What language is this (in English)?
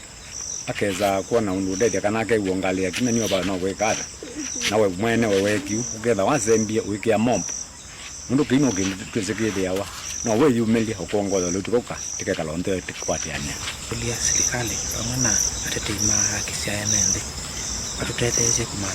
Kamba